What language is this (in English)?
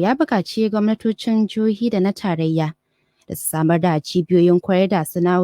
Hausa